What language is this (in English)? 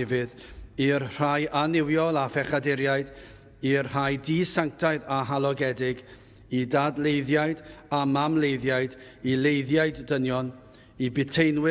Welsh